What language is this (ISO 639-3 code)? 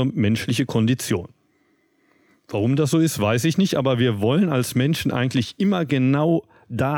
deu